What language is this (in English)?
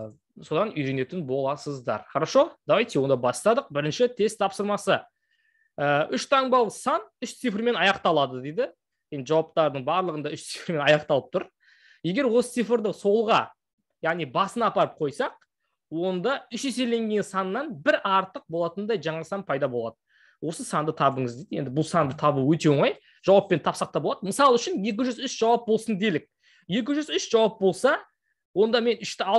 Kazakh